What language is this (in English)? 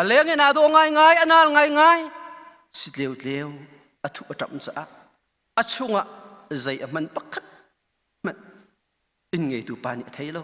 Hakha Chin